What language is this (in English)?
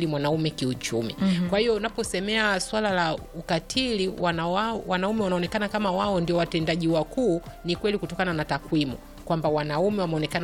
Swahili